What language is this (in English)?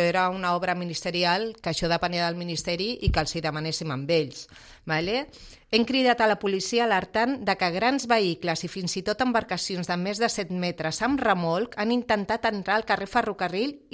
Catalan